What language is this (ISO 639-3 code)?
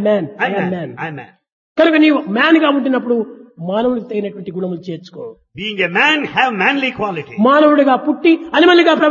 tel